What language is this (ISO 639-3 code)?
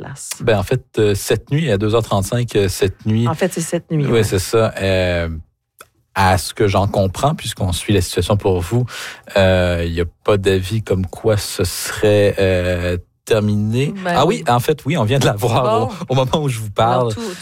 fra